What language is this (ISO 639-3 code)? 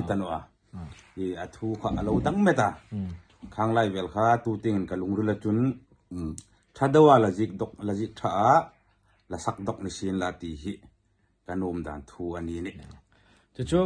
hmr